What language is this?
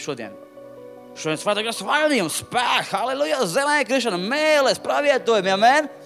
Latvian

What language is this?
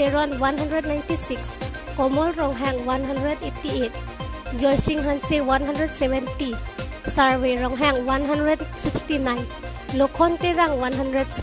Karbi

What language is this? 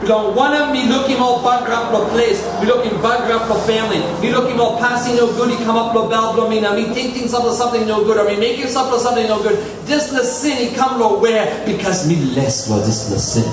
Tok Pisin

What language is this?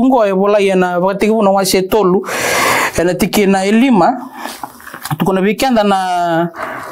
Fijian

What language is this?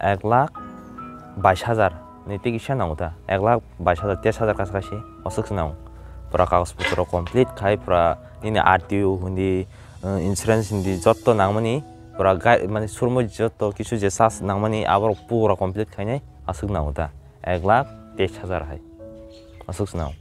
Kok Borok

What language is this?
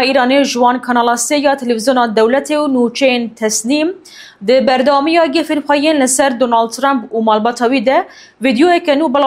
Kurdish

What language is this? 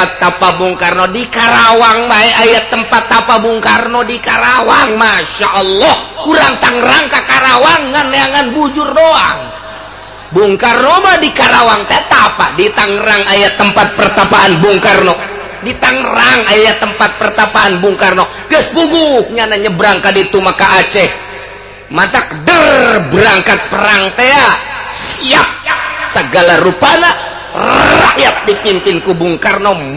Sundanese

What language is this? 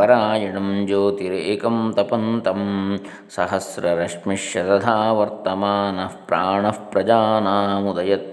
Sanskrit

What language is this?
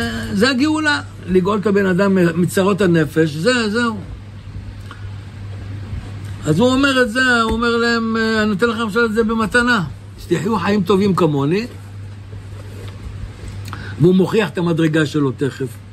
Hebrew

